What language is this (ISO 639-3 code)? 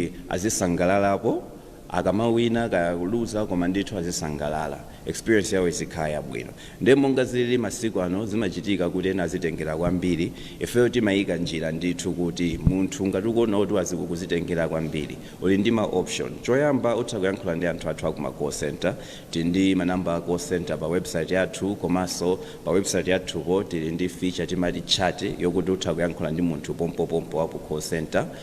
nya